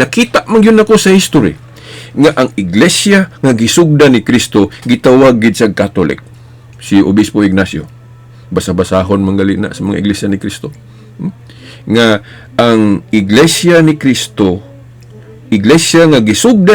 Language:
Cebuano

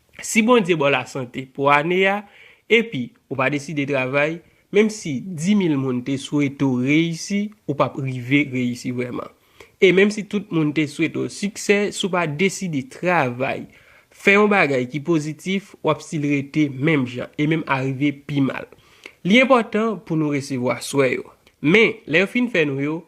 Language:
Haitian Creole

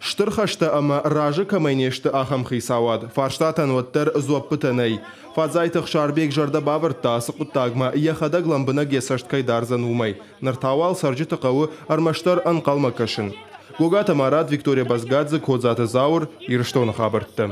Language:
Ossetic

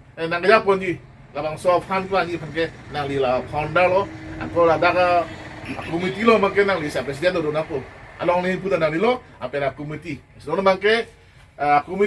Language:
Karbi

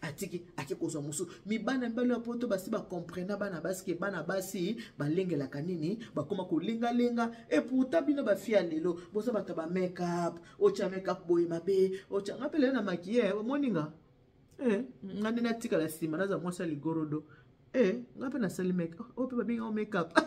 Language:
Lingala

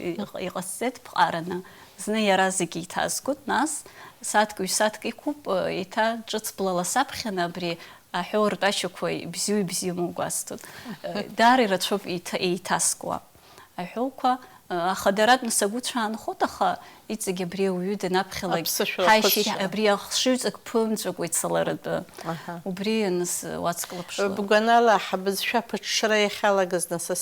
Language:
Abkhazian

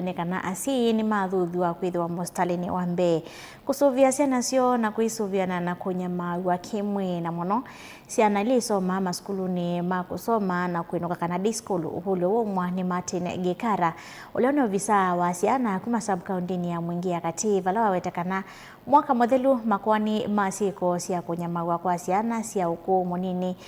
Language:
Kamba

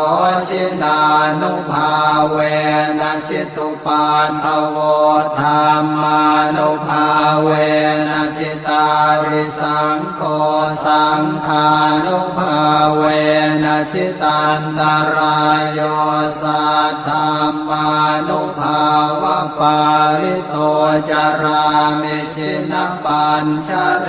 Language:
Pali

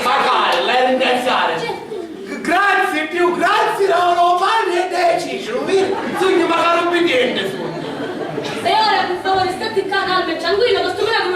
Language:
Sicilian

